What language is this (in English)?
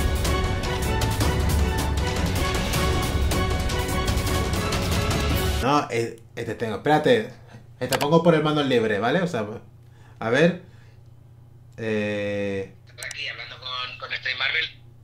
Spanish